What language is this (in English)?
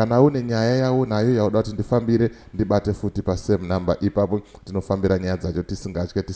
Shona